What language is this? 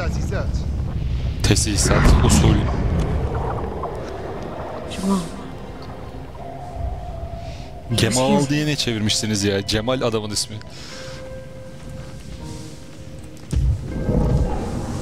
Turkish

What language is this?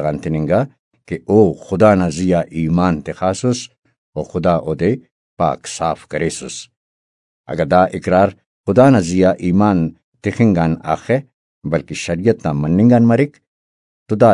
Brahui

